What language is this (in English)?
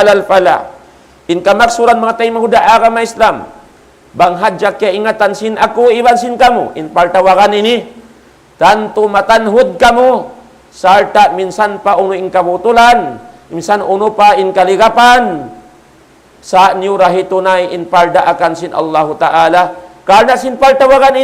Tausug